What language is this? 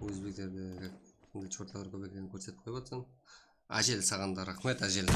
Kara-Kalpak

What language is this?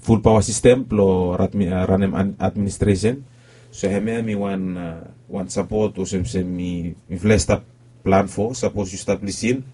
Bislama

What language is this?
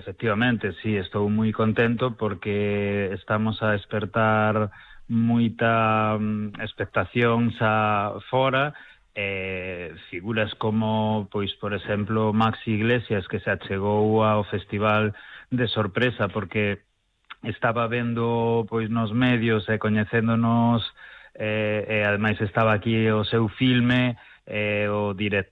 Galician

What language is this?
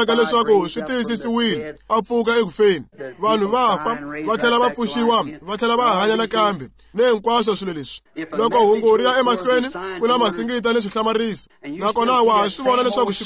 Tsonga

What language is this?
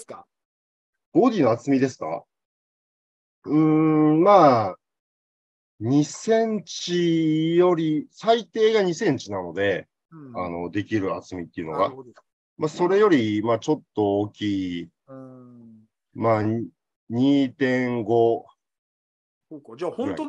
Japanese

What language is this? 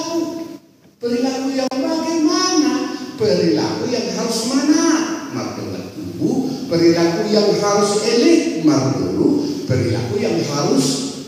Batak Toba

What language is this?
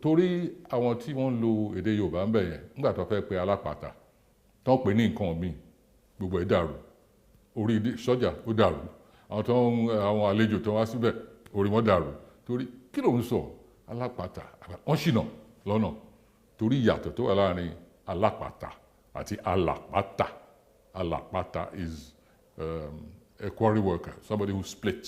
Yoruba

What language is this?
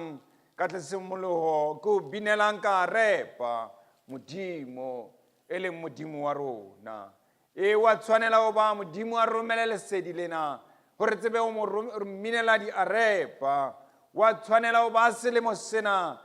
Southern Sotho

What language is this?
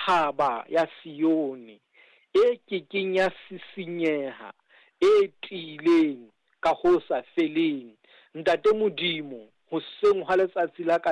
Southern Sotho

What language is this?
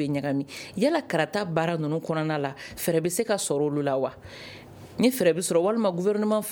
Bambara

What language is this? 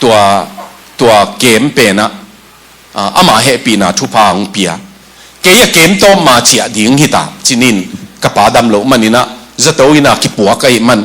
Tedim Chin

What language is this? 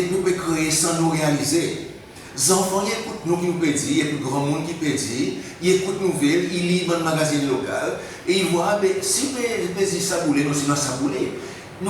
Seselwa Creole French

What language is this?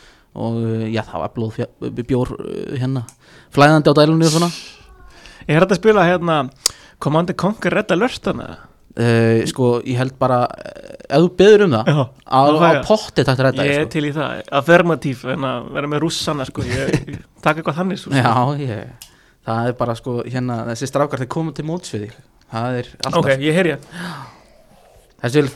Icelandic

